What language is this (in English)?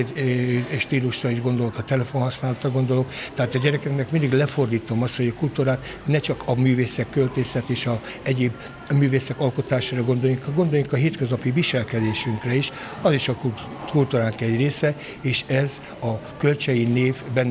Hungarian